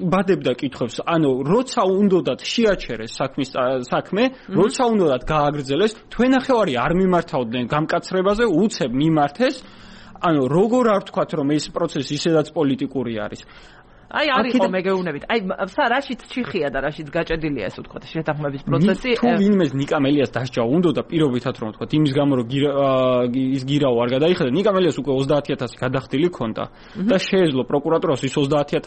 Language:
Georgian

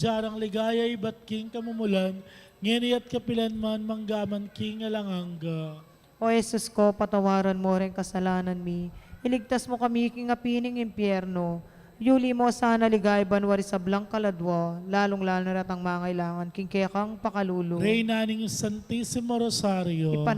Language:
Pampanga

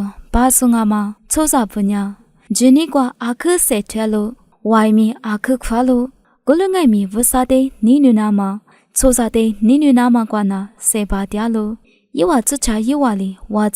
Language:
Lisu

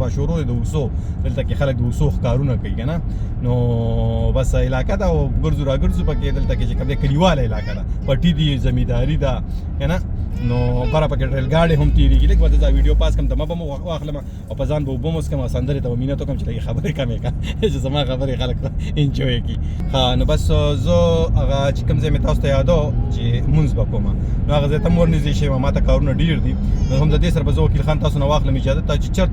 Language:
Pashto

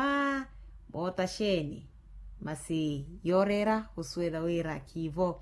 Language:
Makhuwa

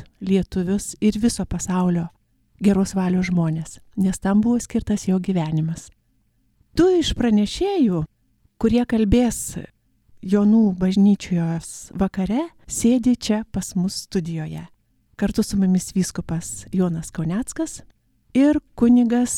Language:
Lithuanian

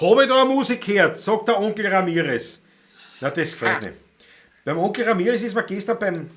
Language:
Bavarian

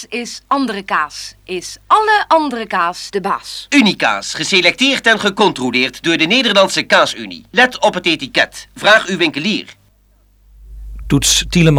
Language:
Dutch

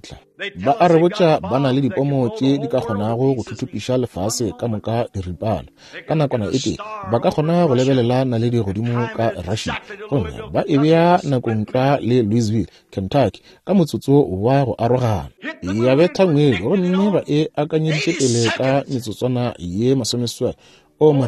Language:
Northern Sotho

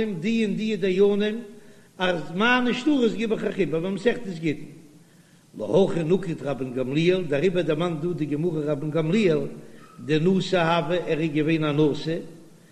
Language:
Yiddish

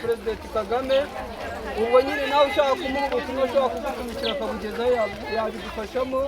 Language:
Kinyarwanda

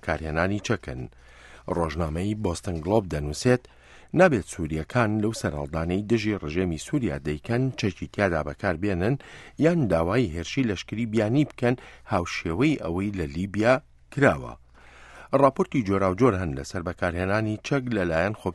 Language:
Central Kurdish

